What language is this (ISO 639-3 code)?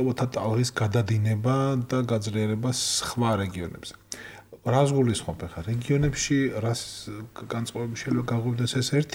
kat